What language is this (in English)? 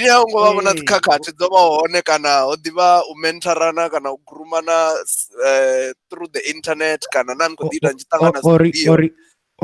Venda